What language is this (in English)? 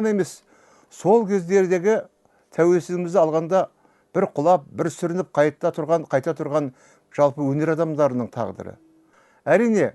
Kazakh